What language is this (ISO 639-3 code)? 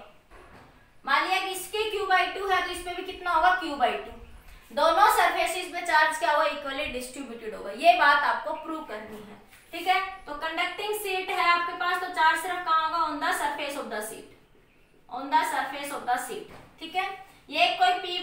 hin